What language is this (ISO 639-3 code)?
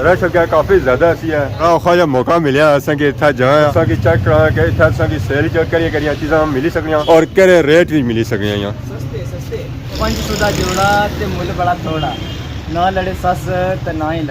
phr